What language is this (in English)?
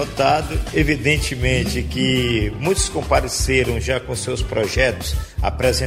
Portuguese